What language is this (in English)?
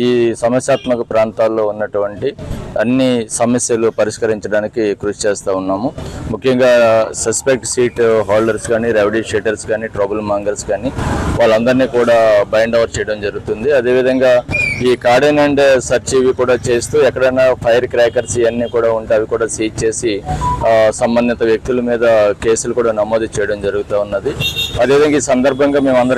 Telugu